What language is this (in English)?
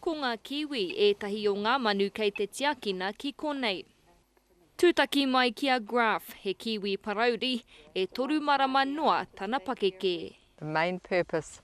Māori